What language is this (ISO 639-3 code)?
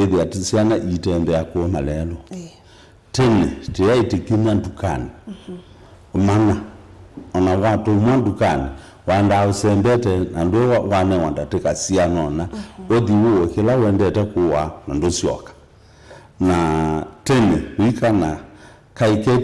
kam